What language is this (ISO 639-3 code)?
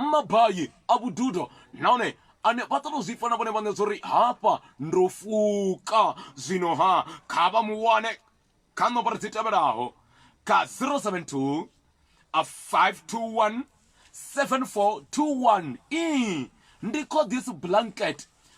ven